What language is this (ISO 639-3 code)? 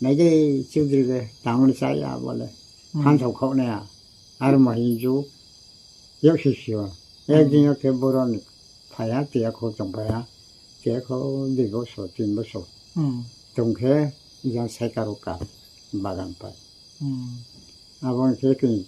ria